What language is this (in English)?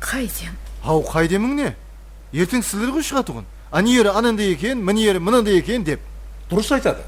Kara-Kalpak